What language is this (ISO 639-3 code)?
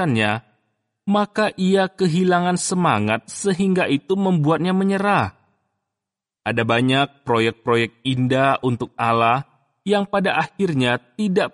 ind